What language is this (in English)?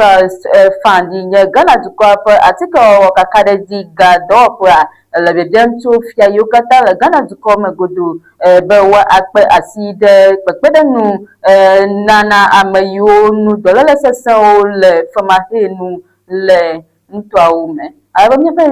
Ewe